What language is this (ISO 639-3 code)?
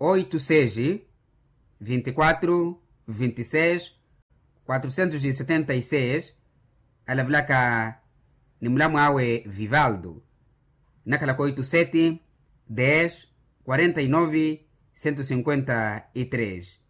vmw